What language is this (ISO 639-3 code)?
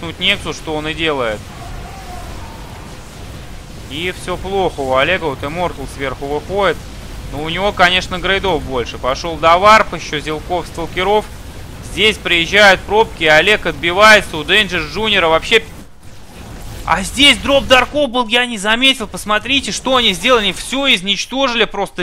rus